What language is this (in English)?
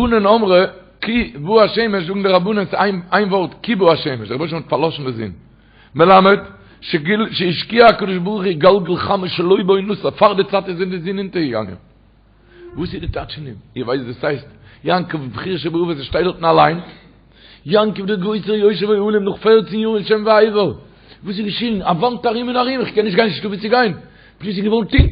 Yiddish